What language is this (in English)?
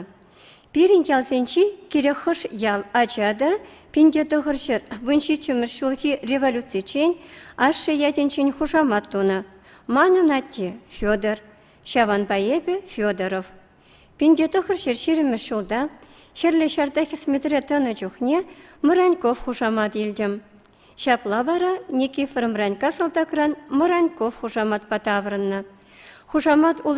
Chuvash